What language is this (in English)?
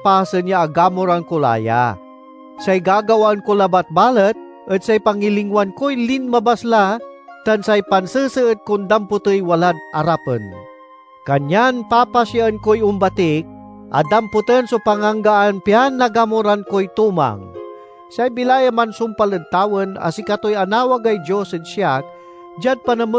Pangasinan